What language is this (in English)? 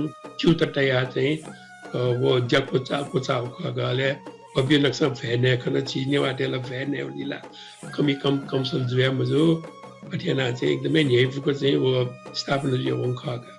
Newari